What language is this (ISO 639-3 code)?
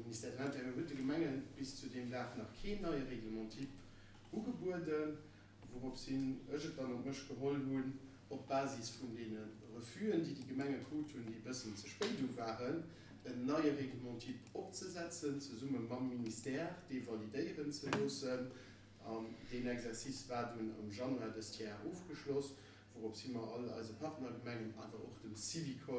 ltz